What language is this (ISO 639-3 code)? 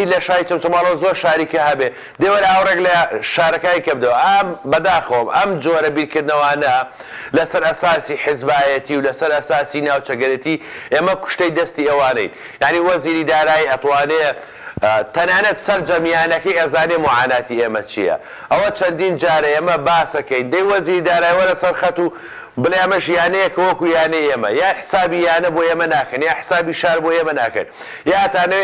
ckb